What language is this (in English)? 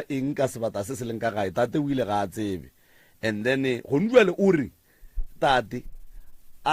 Northern Sotho